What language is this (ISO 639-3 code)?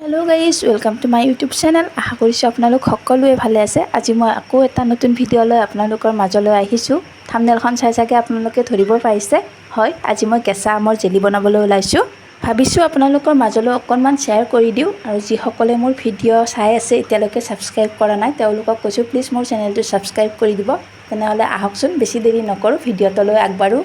asm